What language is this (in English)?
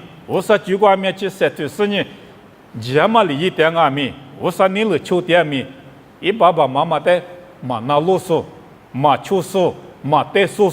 Lisu